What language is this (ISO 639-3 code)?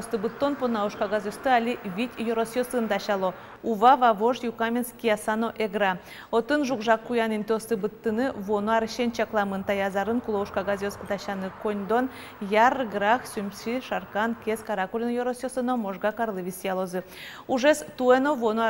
udm